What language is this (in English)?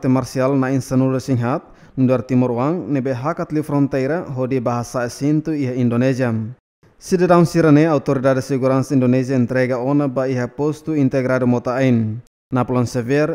Tetum